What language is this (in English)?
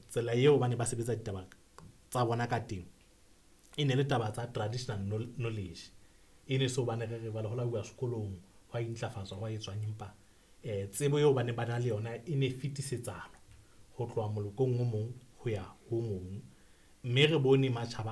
Southern Sotho